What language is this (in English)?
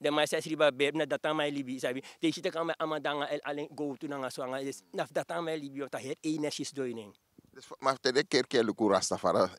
Sranan Tongo